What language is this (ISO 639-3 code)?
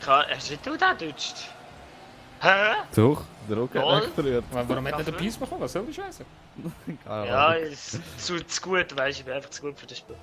gsw